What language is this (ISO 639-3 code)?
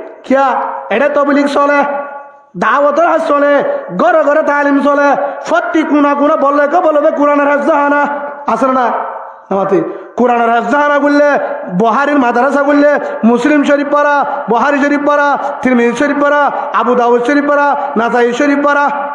rhg